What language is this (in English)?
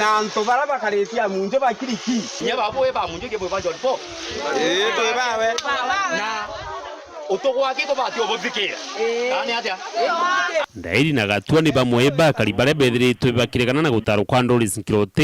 Meru